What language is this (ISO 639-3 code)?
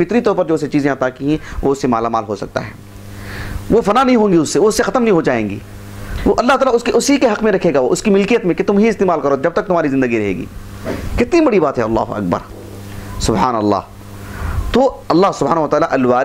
urd